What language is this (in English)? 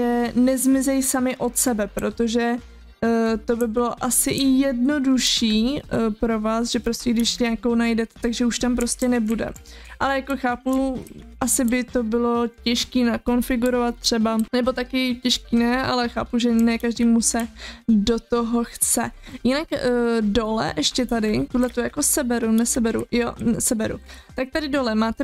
Czech